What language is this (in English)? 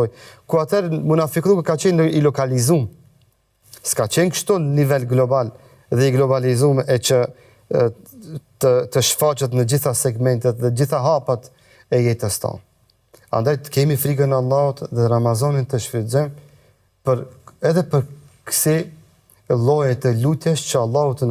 Albanian